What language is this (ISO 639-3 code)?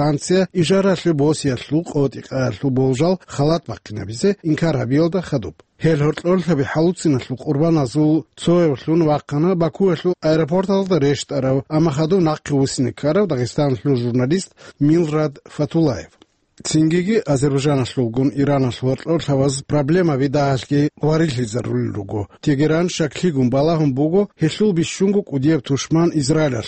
ava